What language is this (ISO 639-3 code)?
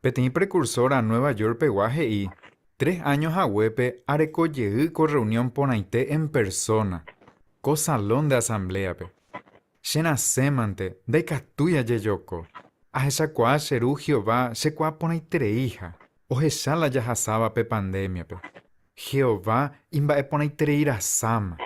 grn